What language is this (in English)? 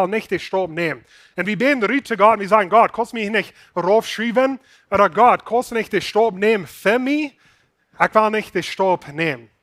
Plautdietsch